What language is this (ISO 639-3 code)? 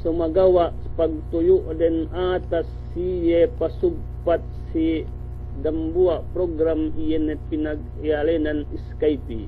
yka